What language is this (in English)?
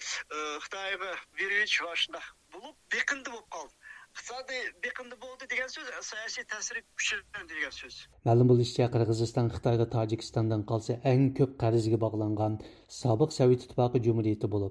Uyghur